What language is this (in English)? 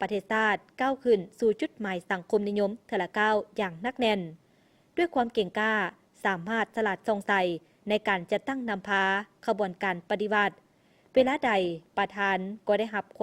Lao